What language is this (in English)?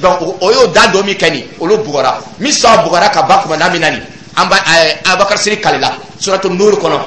Dyula